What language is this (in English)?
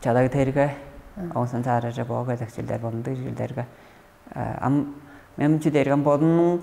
Tuvinian